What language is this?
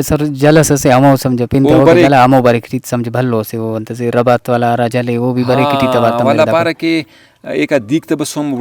Brahui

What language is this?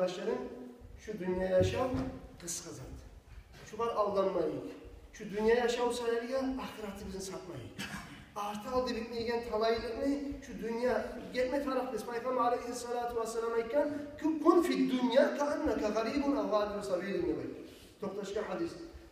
Kumyk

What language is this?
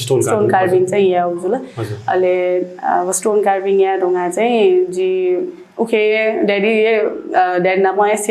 Newari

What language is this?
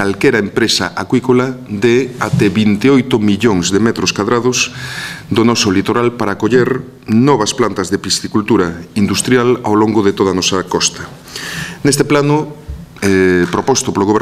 Galician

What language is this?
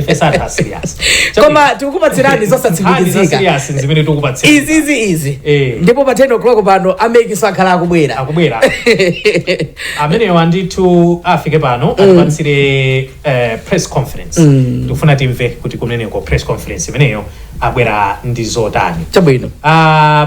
Nyanja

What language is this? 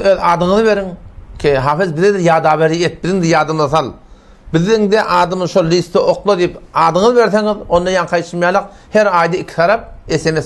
Turkmen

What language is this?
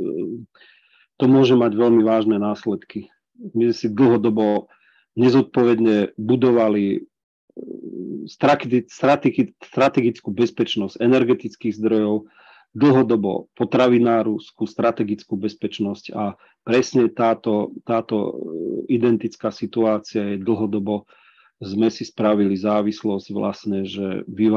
Slovak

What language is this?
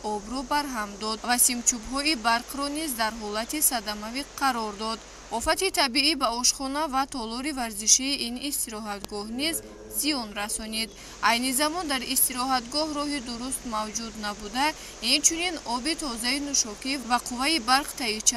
Tajik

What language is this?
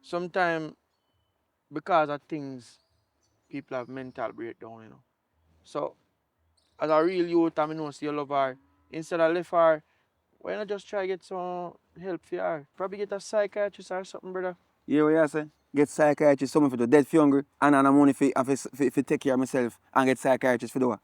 Jamaican Creole English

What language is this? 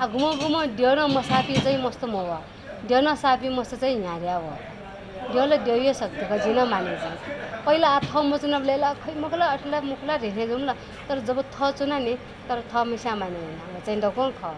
Newari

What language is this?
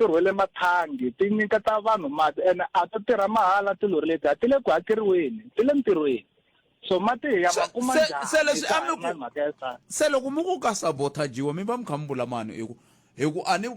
Tsonga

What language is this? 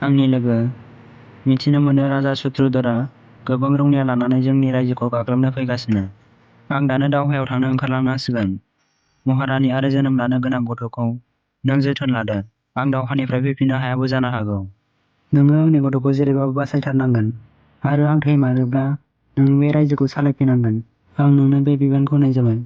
Bodo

